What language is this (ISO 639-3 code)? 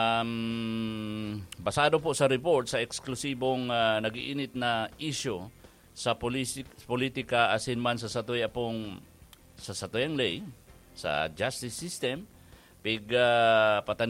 bik